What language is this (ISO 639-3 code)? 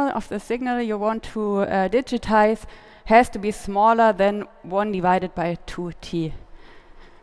eng